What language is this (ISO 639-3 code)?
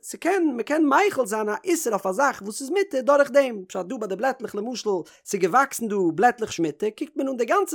yid